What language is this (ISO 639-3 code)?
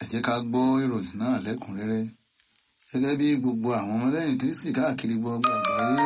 yor